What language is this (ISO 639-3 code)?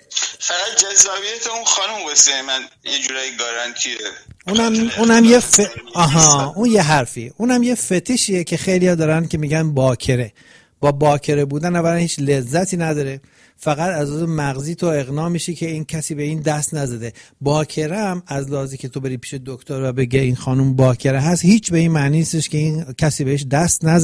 fas